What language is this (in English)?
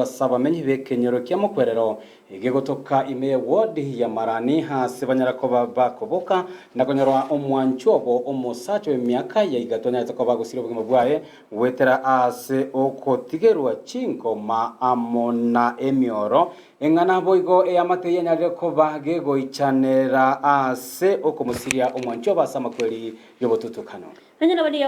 Gusii